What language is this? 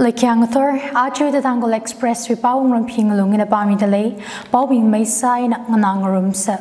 Tangkhul Naga (India)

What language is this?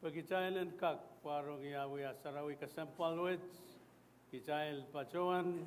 Pohnpeian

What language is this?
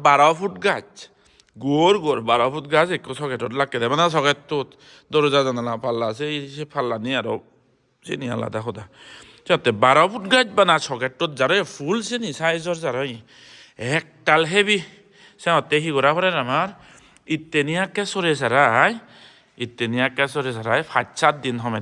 Chakma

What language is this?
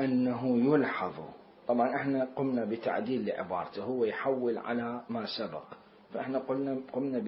Mesopotamian Arabic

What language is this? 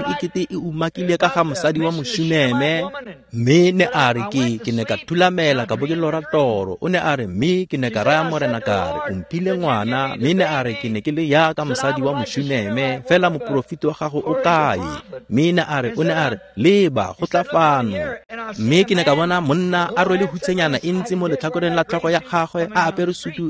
Tswana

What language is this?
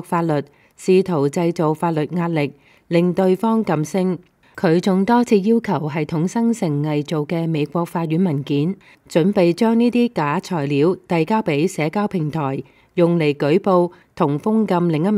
Cantonese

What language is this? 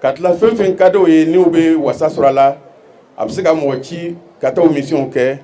Bambara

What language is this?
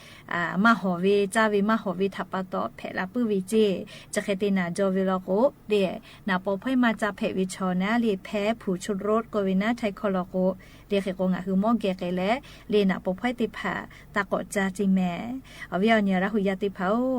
Lahu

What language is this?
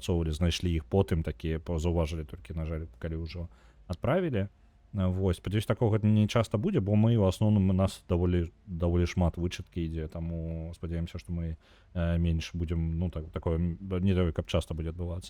Belarusian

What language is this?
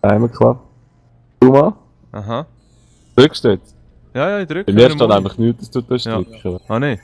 Swiss German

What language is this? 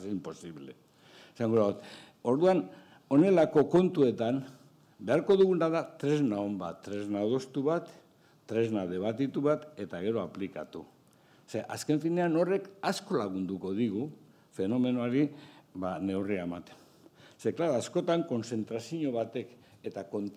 Basque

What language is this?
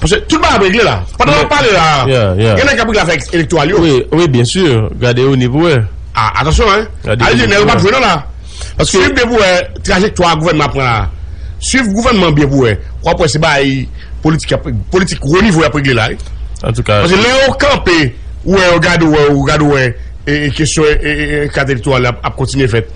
Haitian Creole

